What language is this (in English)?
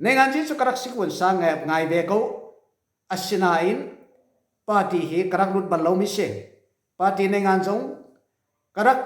Falam Chin